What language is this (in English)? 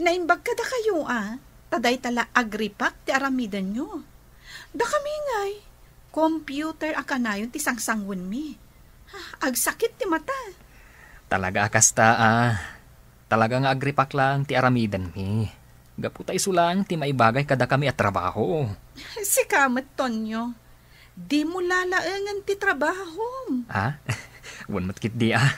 Iloko